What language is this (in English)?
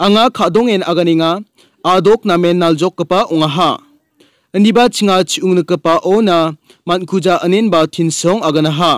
Garo